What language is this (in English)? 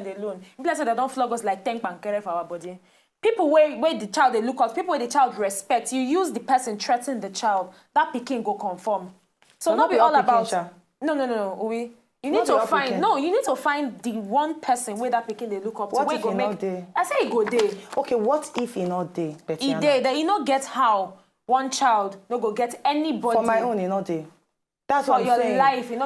Nigerian Pidgin